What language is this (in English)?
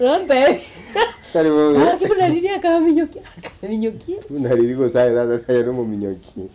Gusii